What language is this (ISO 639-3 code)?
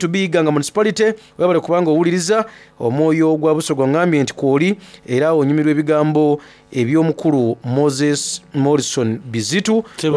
xog